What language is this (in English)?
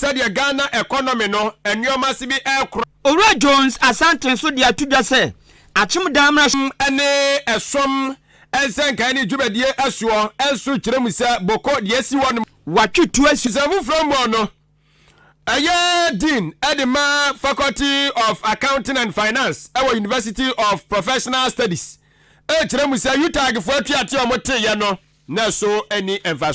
Akan